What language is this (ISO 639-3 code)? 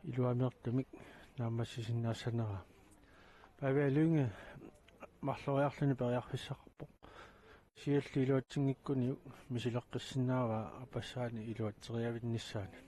kal